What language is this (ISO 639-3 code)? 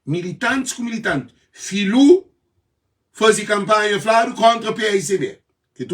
kea